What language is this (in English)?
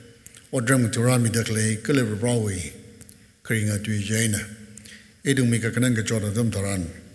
Tangkhul Naga (India)